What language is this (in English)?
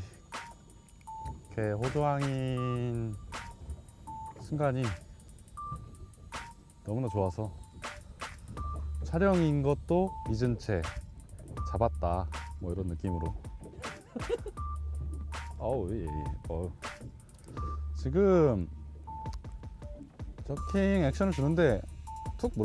Korean